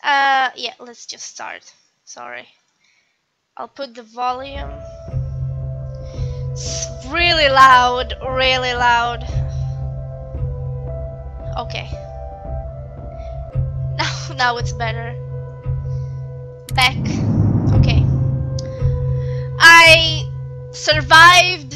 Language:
English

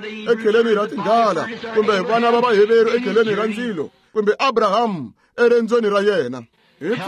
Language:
Tsonga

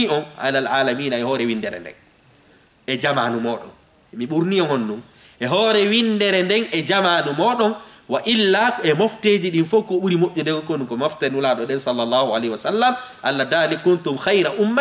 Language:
Fula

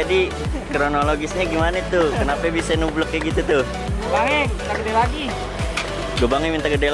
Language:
Betawi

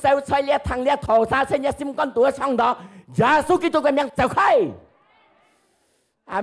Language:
Hakka Chinese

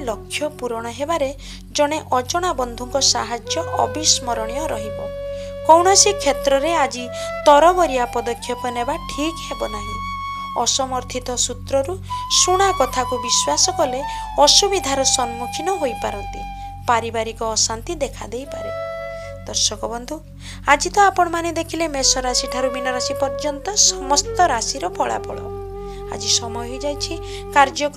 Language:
Odia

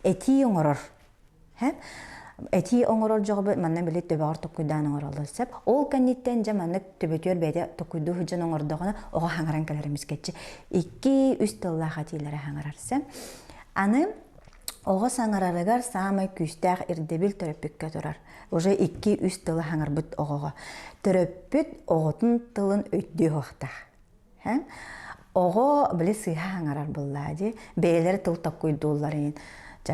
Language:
Yakut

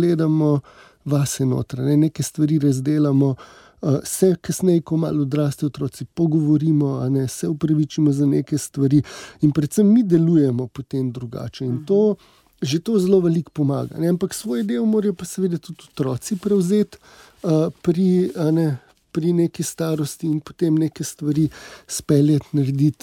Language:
Slovenian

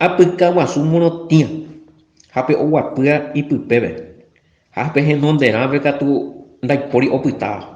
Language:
Guarani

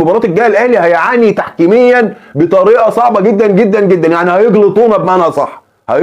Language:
Egyptian Arabic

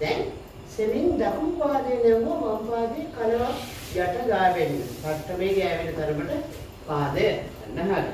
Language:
Sinhala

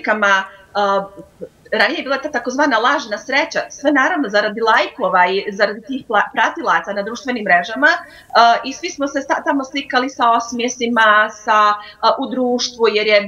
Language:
Bosnian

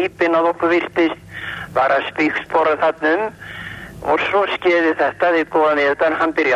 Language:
Icelandic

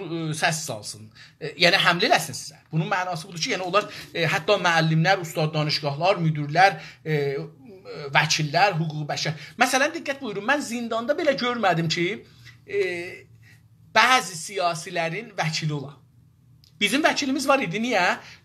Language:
South Azerbaijani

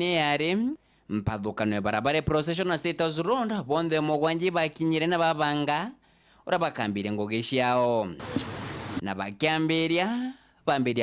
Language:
Meru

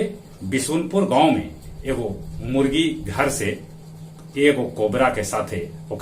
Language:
Magahi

